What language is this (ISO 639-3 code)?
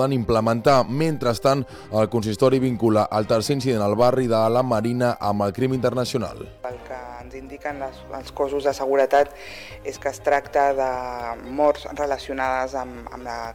cat